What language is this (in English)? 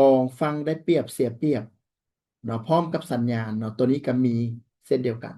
Lao